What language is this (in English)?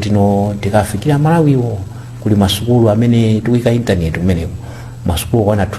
Nyanja